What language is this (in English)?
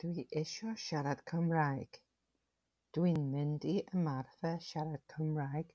Welsh